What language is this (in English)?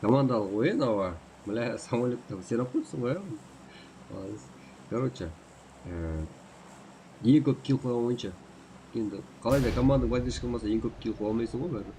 Kara-Kalpak